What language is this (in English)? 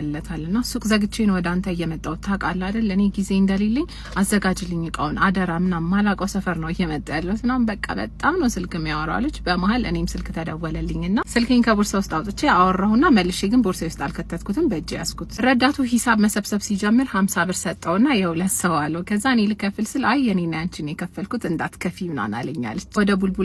Amharic